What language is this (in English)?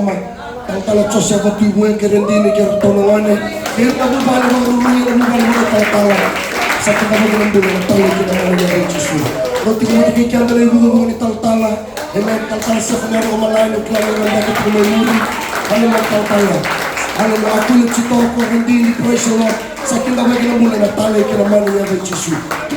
Fijian